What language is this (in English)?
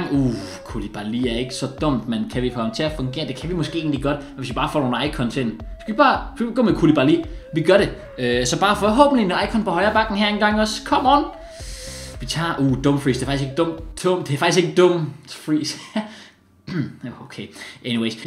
Danish